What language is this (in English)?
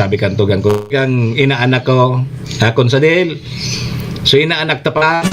Bikol